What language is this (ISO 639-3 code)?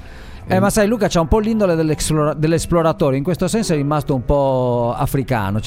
ita